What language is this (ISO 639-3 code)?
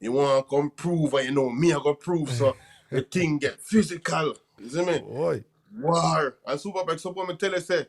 jam